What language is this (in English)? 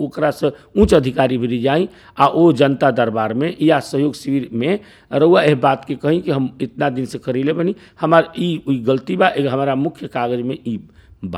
Bhojpuri